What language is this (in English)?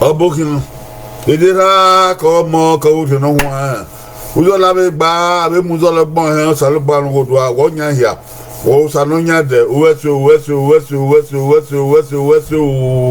Bini